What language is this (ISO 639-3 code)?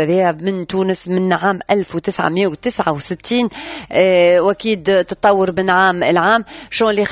aeb